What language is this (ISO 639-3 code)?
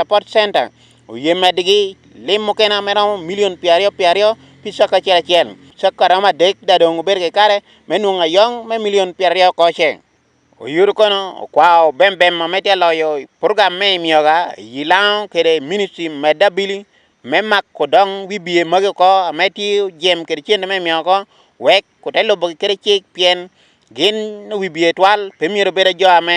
ach